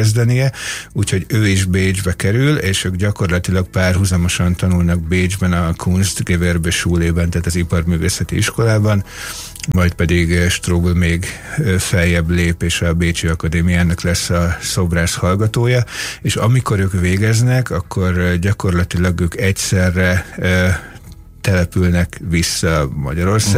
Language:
Hungarian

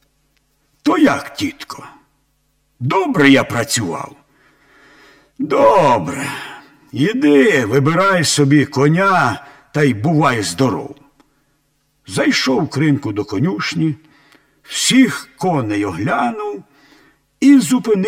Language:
Ukrainian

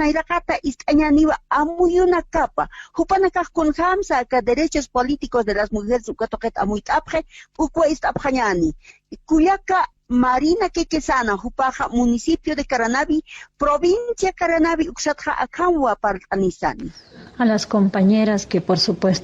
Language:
Aymara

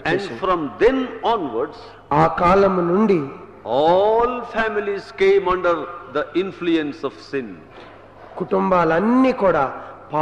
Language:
Telugu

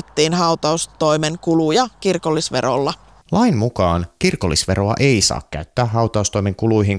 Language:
Finnish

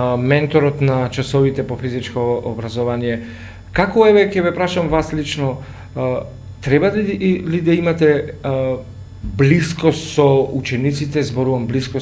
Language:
Macedonian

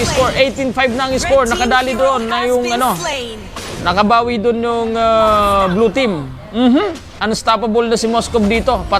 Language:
Bikol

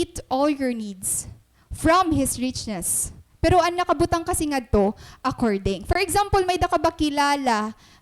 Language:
Waray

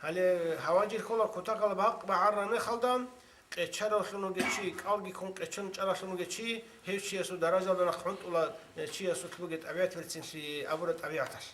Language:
Avaric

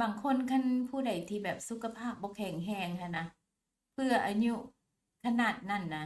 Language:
Lao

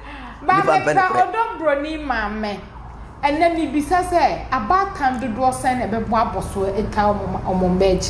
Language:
Akan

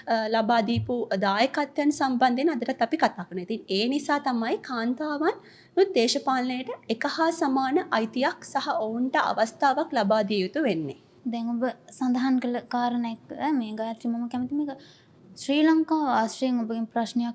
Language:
Sinhala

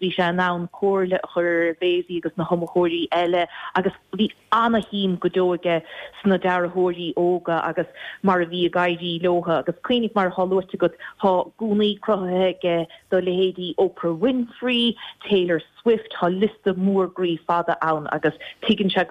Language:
Irish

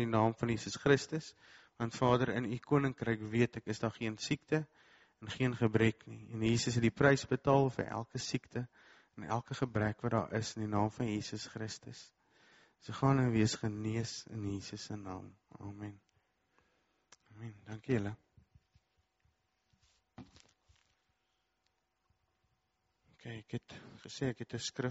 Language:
Afrikaans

